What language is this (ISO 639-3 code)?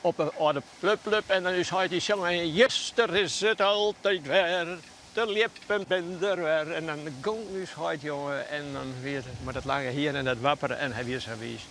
fry